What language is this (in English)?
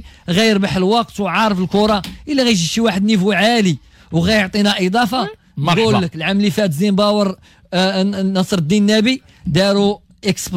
Moroccan Arabic